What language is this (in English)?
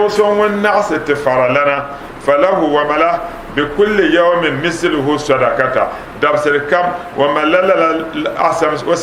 Dagbani